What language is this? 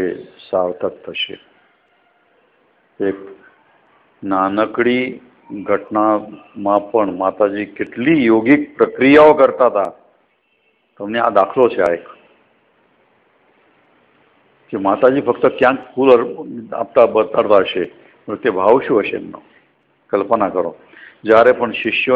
Gujarati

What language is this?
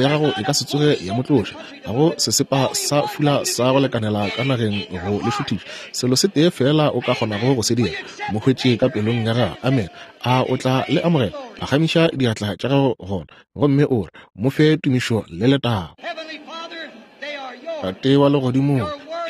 Northern Sotho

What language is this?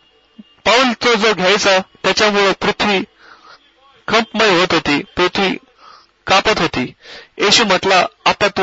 Marathi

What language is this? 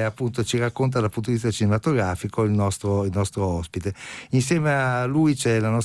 Italian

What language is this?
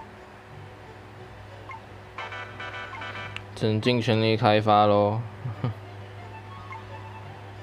Chinese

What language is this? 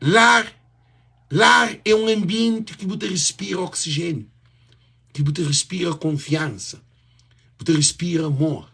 Kabuverdianu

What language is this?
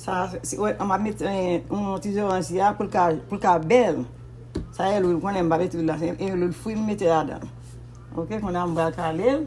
Haitian Creole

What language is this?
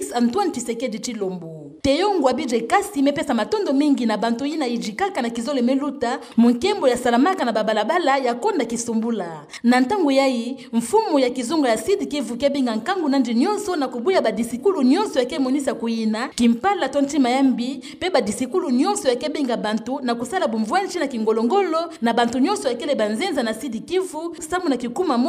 Kituba (Democratic Republic of Congo)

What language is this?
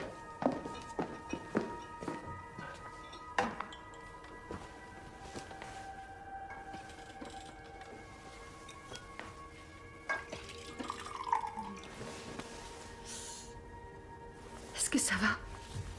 French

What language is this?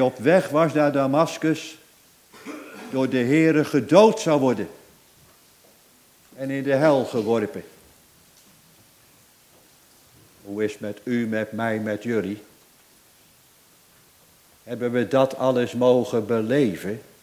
Dutch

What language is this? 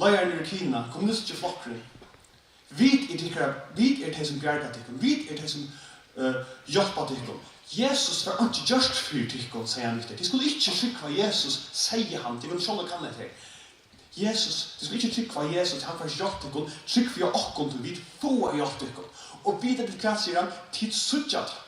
Faroese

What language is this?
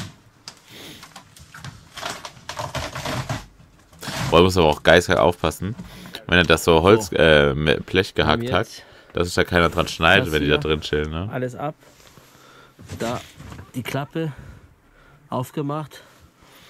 German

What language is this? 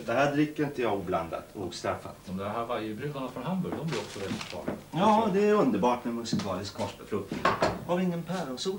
Swedish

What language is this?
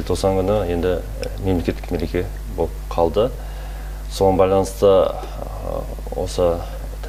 Kazakh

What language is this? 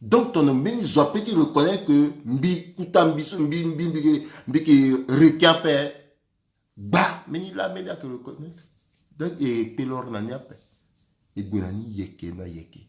Sango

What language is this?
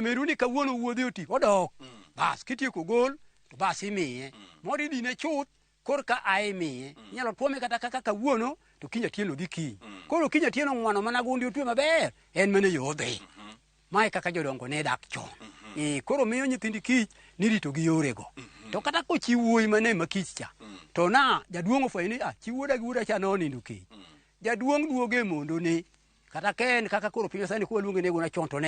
Luo (Kenya and Tanzania)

